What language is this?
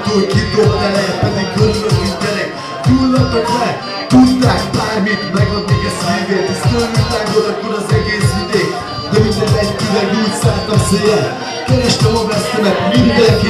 Hungarian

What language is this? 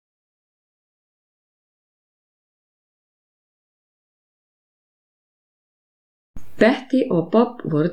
Icelandic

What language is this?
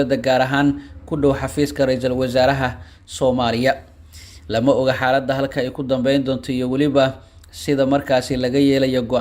Somali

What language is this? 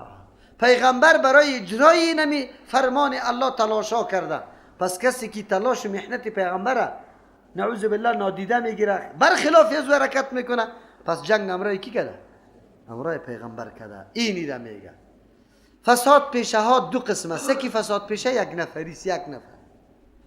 Persian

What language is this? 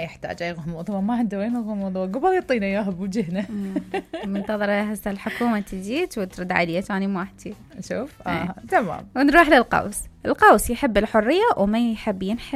Mesopotamian Arabic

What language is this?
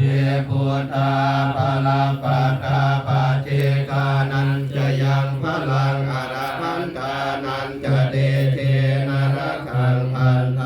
Pali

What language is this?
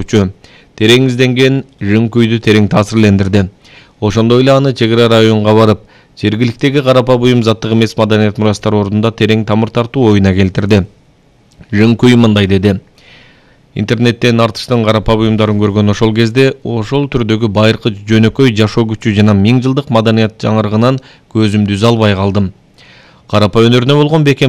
Kyrgyz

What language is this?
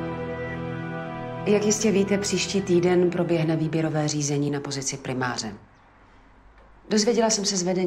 Czech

